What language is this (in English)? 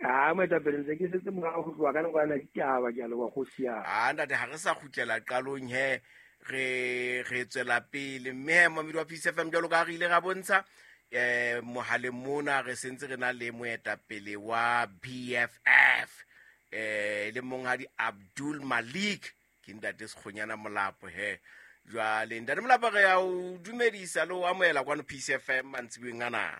Southern Sotho